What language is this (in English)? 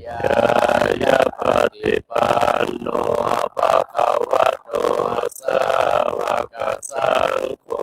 Pali